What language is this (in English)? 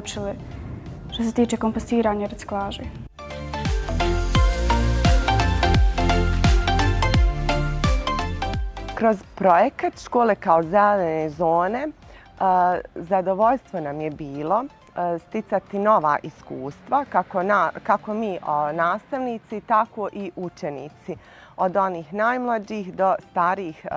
Bosnian